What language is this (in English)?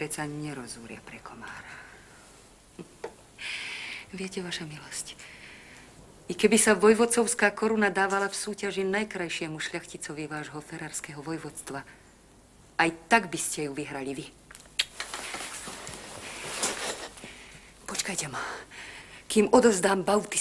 Slovak